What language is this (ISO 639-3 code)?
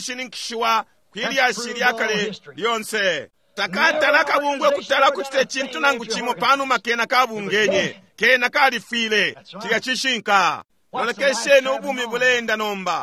bem